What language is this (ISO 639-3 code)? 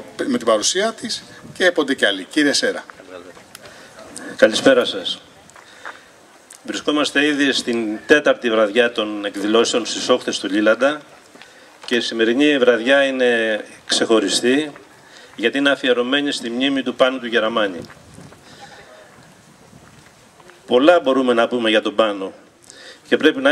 ell